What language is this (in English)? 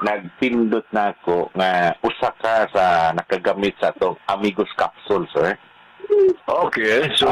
Cebuano